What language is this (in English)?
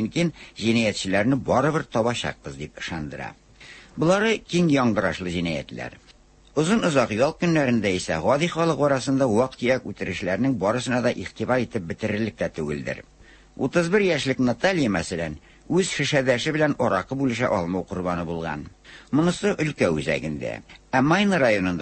Tatar